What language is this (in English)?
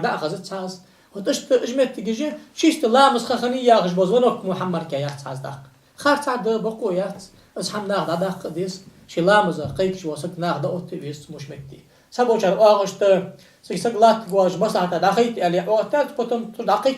Ingush